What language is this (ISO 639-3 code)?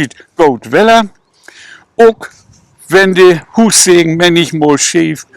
nds